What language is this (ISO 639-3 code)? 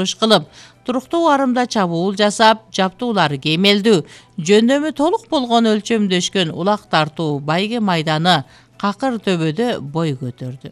kir